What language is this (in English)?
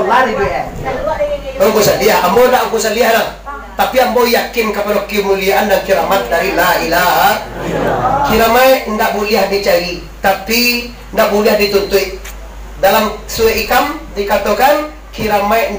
Minangkabau